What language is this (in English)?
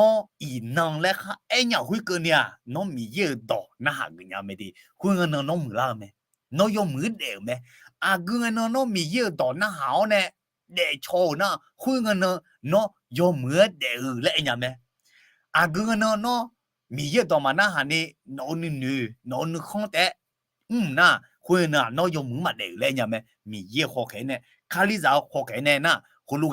Akha